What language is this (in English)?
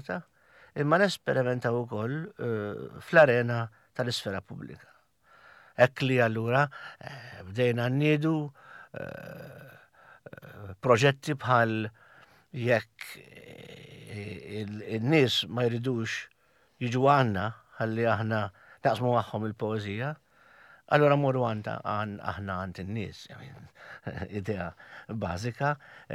Maltese